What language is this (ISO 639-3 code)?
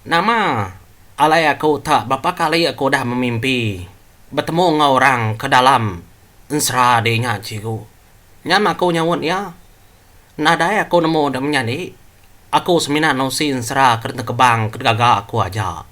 iba